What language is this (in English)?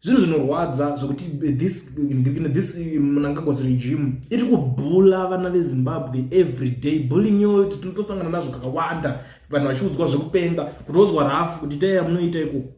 Shona